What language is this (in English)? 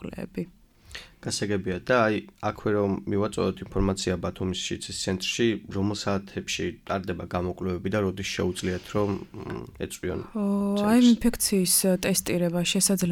Georgian